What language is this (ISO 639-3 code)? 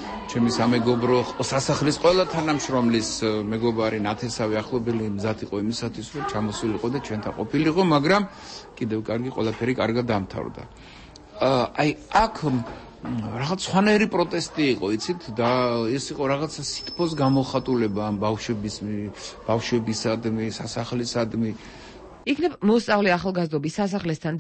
kat